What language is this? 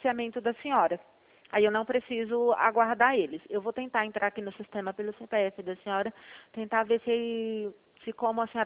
Portuguese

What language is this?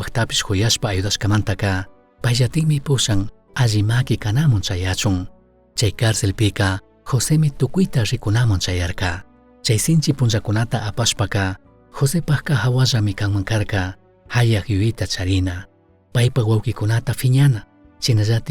Chimborazo Highland Quichua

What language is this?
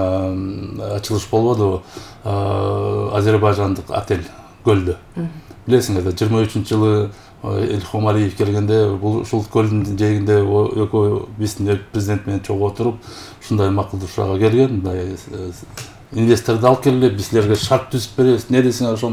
Kyrgyz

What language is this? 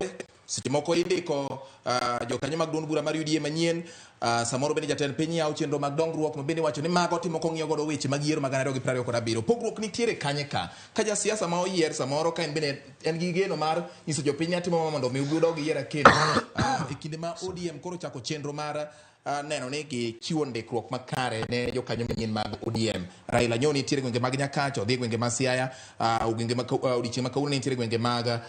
Luo (Kenya and Tanzania)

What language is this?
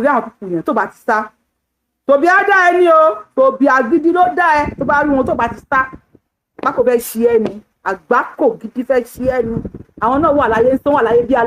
Yoruba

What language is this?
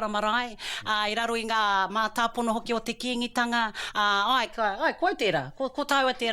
Māori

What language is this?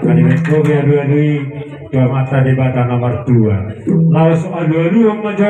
Batak Toba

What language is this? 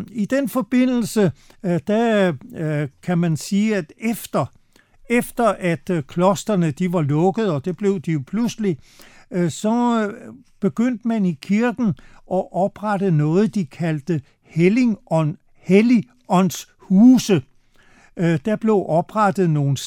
Danish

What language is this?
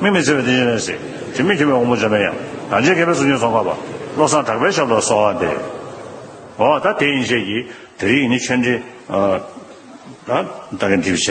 Tibetan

